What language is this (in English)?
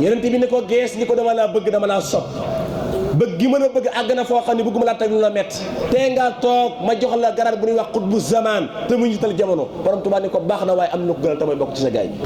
Wolof